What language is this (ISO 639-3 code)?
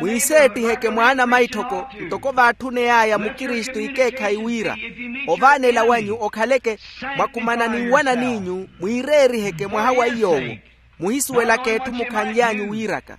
vmw